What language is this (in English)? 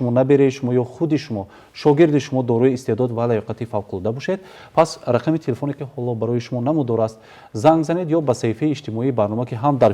Tajik